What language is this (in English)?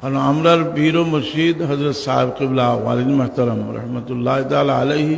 Sylheti